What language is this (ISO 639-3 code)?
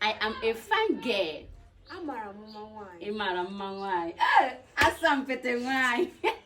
ibo